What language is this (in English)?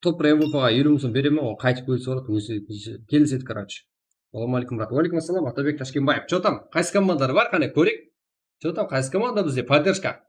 Kara-Kalpak